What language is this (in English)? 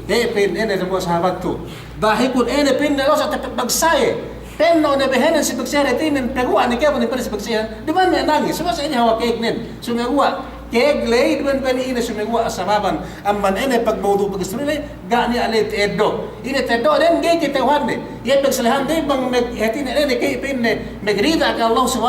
Yakan